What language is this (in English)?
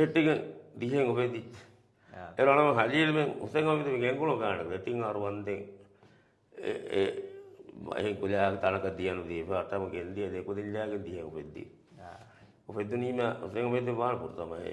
Divehi